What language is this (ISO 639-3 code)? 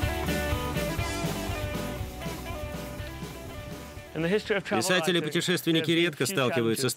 rus